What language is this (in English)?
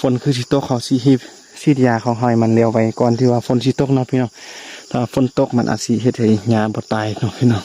Lao